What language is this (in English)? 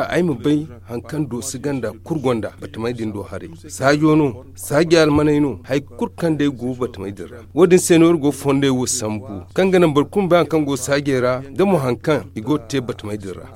Zarma